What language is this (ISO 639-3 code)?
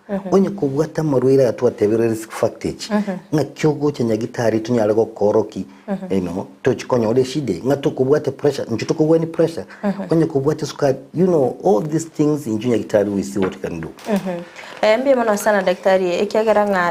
guz